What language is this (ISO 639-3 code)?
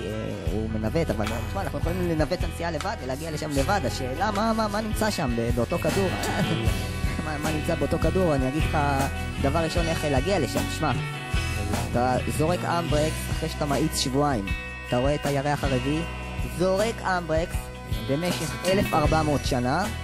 heb